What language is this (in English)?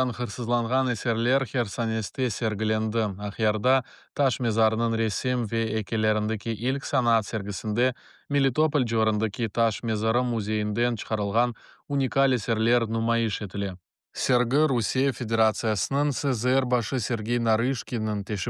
Crimean Tatar